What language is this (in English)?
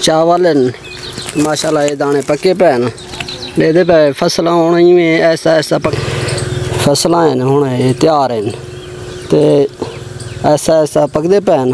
Saraiki